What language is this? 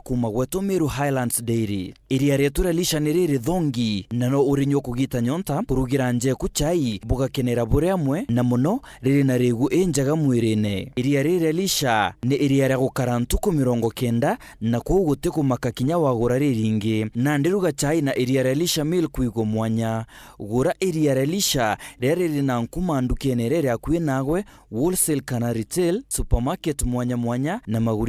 Meru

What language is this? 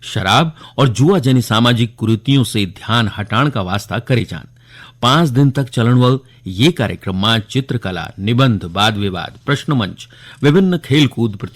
Garhwali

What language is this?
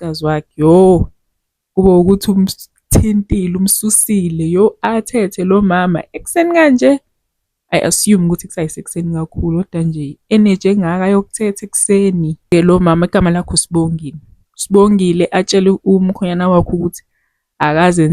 Zulu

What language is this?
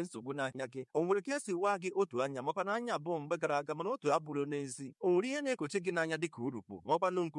Igbo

